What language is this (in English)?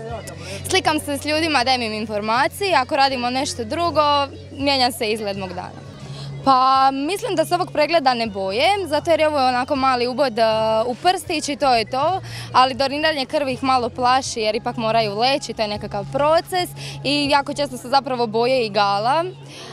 Croatian